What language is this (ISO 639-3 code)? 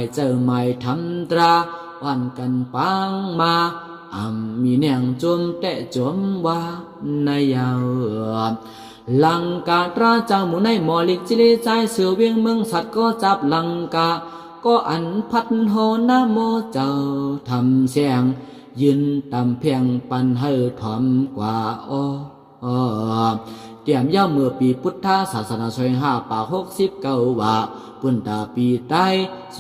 shn